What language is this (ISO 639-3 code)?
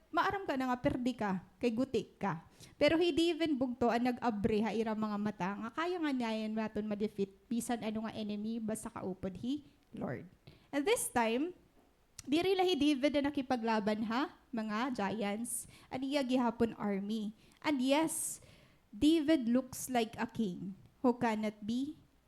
war